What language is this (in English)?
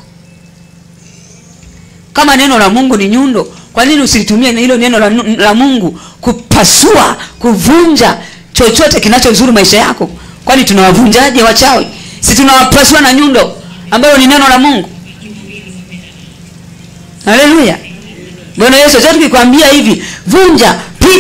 Swahili